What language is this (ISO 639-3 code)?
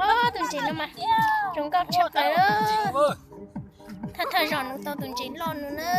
hmn